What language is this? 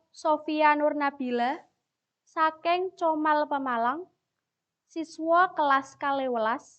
Javanese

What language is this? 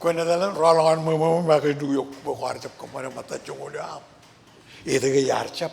Marshallese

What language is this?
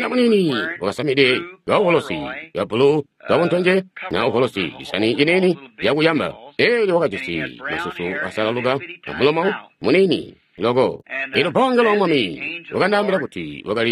Tonga (Zambia)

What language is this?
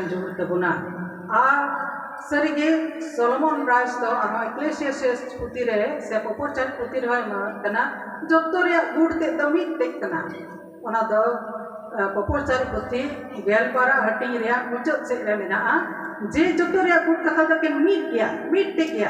Santali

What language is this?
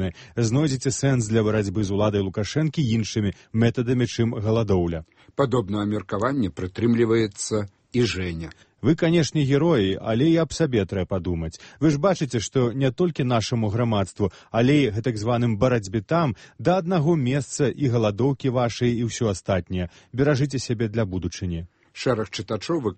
Belarusian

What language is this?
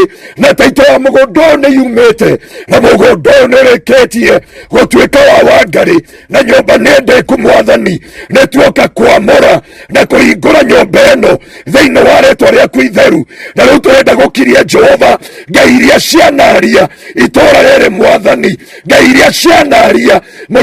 Kikuyu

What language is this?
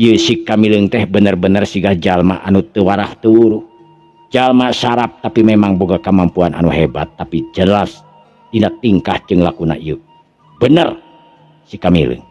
Sundanese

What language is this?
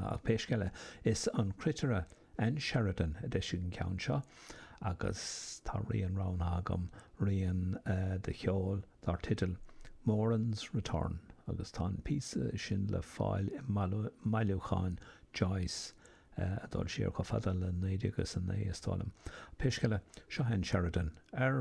Irish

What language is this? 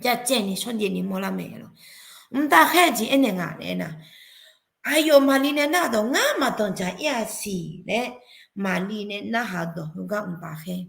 Akha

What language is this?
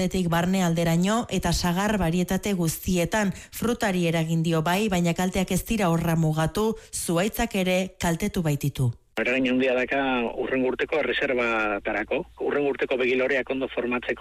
Basque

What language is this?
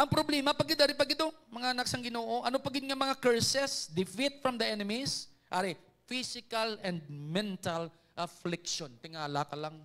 Hiligaynon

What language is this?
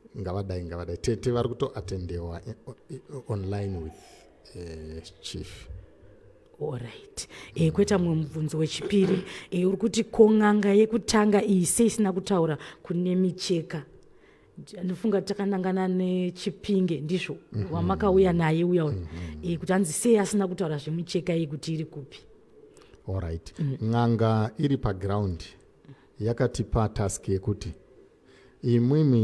Shona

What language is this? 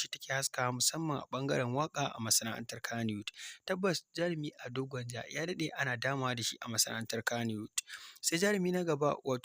Hausa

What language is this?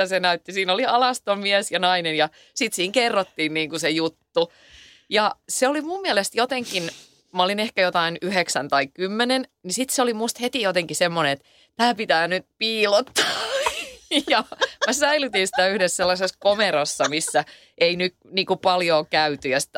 Finnish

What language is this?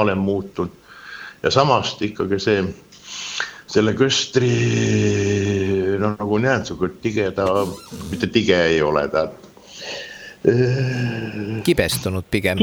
Estonian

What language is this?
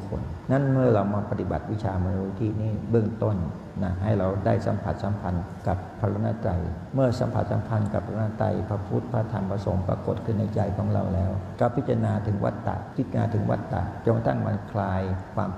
Thai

